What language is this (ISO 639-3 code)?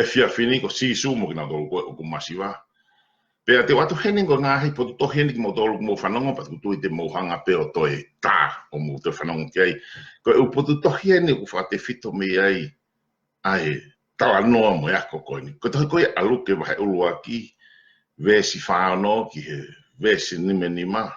ton